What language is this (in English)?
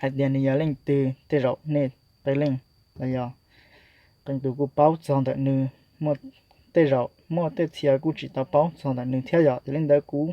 Hmong